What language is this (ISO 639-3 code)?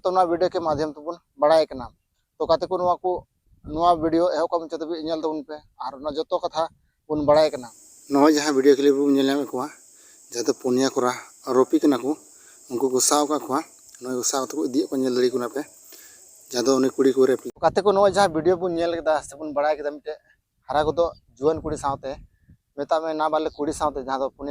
sat